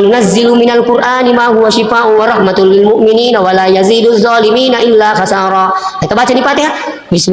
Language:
Buginese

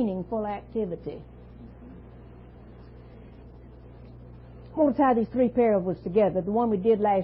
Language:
English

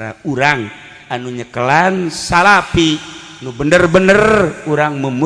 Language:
Sundanese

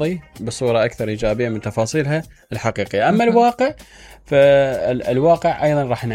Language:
Mesopotamian Arabic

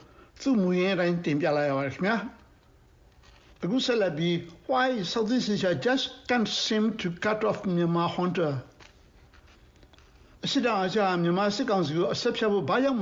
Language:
Burmese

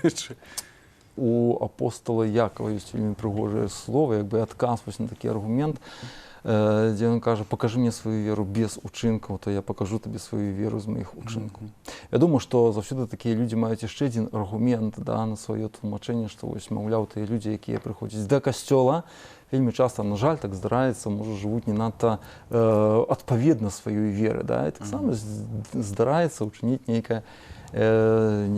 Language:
Belarusian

